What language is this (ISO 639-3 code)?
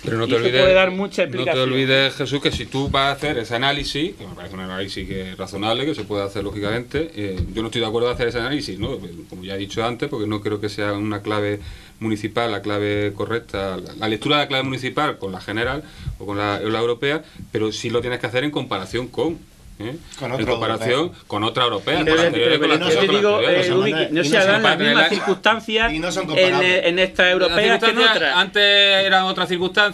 spa